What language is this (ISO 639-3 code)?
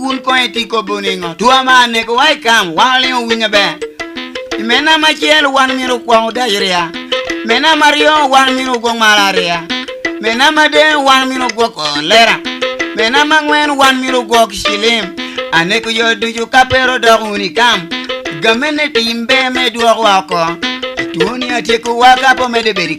laj